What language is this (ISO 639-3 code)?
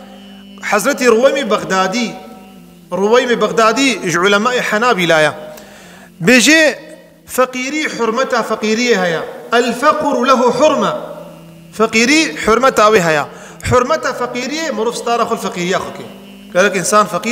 kur